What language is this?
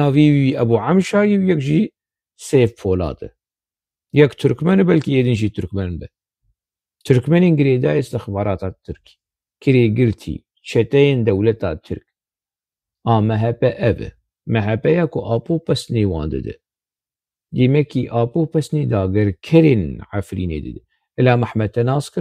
Kurdish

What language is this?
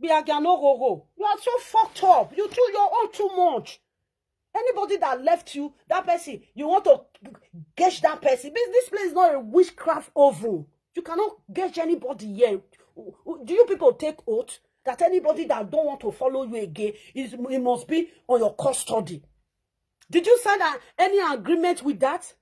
Nigerian Pidgin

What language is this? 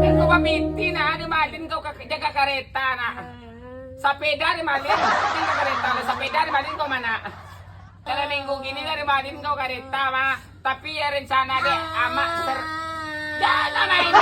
Minangkabau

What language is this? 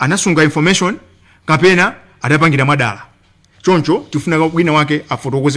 Nyanja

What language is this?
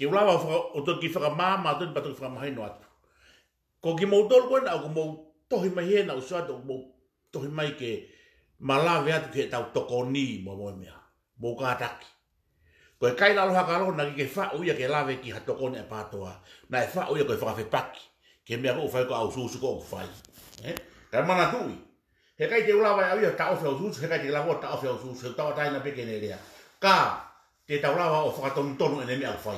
Tongan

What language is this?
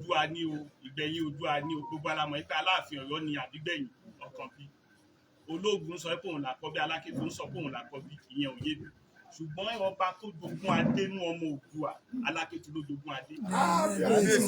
Yoruba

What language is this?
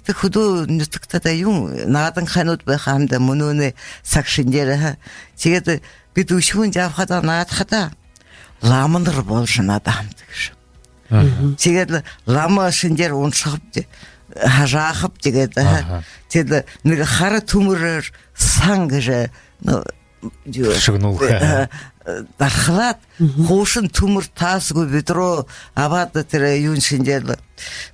Buriat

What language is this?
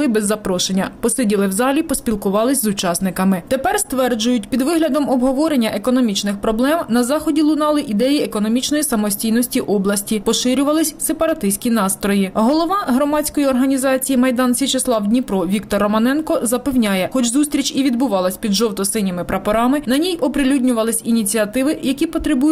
Ukrainian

